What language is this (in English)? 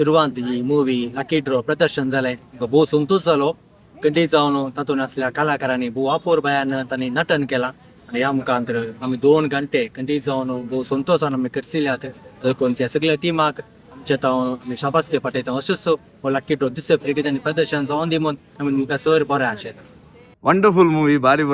Konkani